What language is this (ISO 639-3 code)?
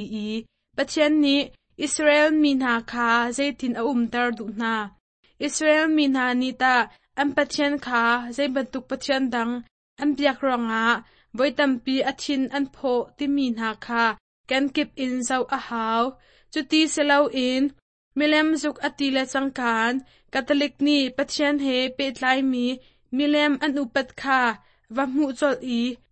cnh